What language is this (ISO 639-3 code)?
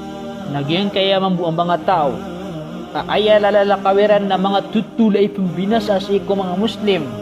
mrw